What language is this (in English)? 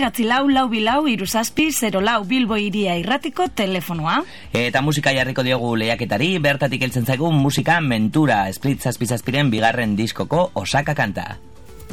Basque